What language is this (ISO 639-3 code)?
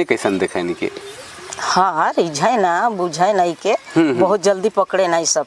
sck